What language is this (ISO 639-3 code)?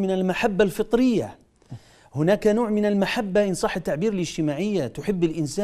ara